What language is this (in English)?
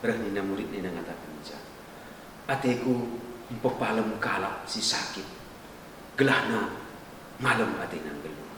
Batak Karo